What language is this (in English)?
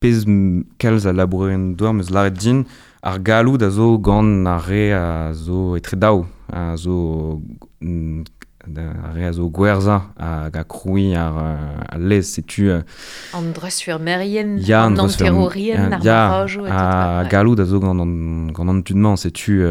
Breton